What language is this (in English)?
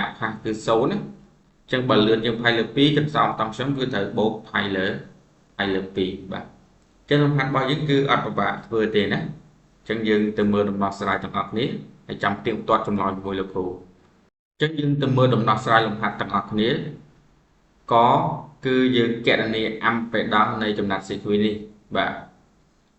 Khmer